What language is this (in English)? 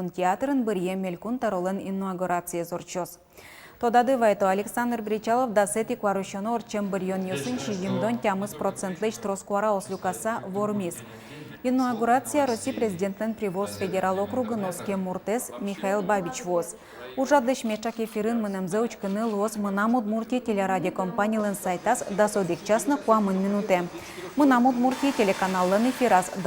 Udmurt